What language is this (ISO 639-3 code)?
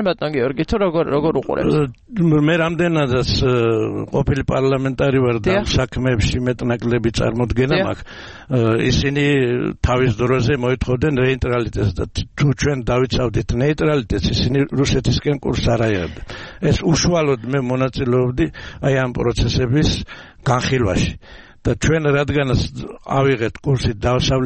kat